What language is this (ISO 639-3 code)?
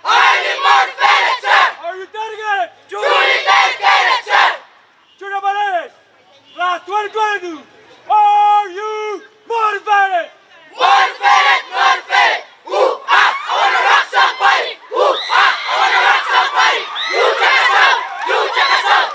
pon